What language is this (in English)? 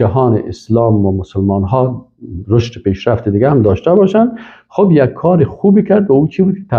Persian